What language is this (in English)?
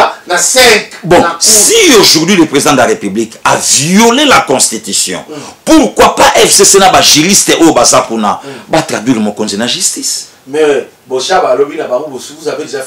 Lingala